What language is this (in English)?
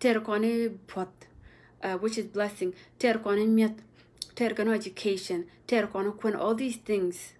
Nuer